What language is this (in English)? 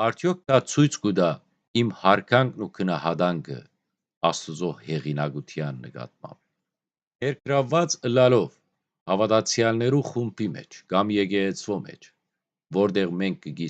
Western Armenian